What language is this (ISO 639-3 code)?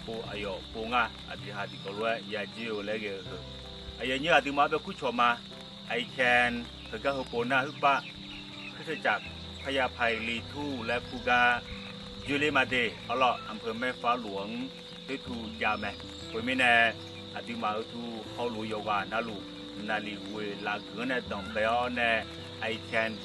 ahk